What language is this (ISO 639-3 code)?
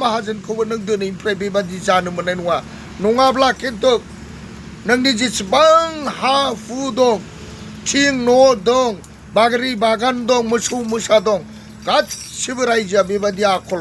brx